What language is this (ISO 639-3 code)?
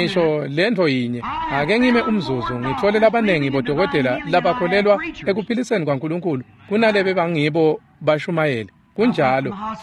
ssw